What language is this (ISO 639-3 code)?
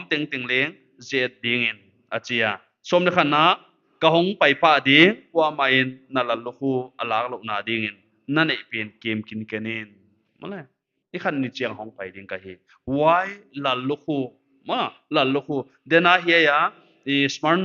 pck